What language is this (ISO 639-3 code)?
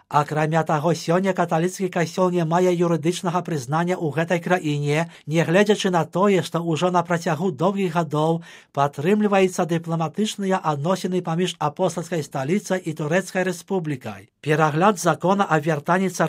bel